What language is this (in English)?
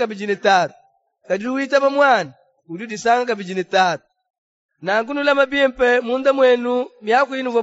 Luba-Lulua